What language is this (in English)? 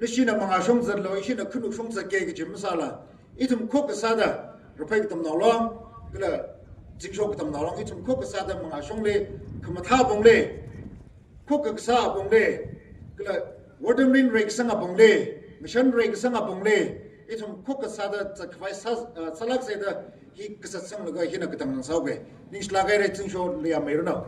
Tangkhul Naga (India)